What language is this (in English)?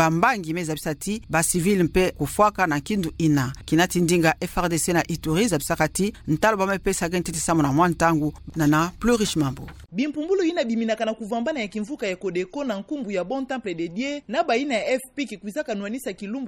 Kituba (Democratic Republic of Congo)